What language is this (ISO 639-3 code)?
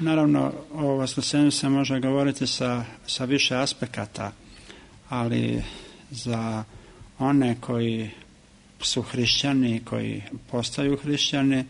srp